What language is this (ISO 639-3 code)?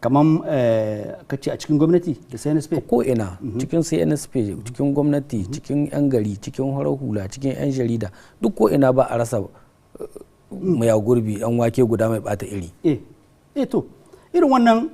hau